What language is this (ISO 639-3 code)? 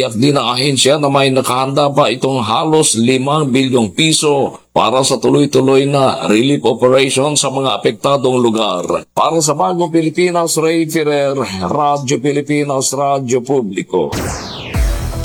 fil